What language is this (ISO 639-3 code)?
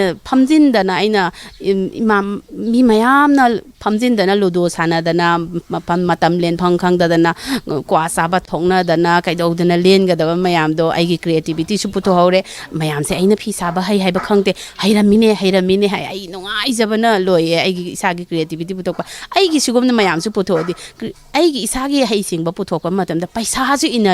mni